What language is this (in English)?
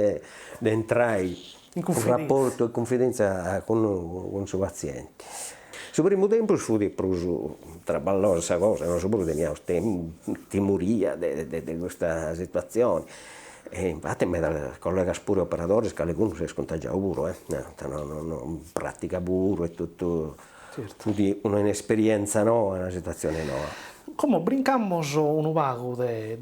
Sardinian